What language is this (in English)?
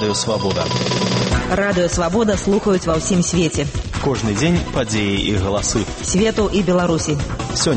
Belarusian